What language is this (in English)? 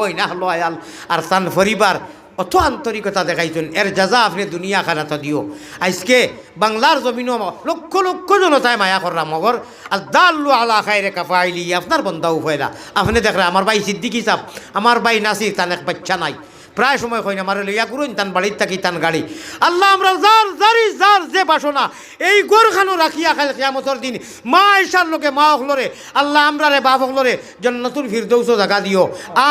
Sylheti